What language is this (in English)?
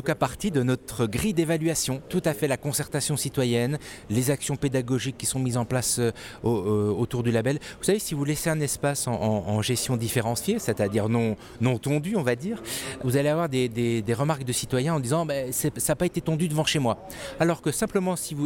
French